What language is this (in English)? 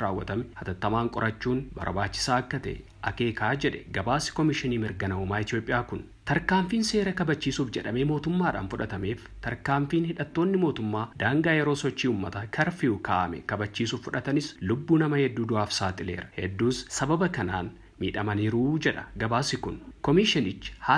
Oromo